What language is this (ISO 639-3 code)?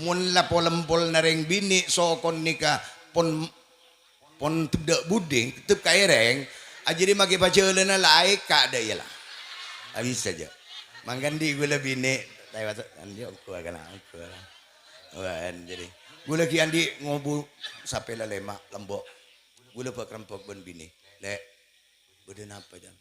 mad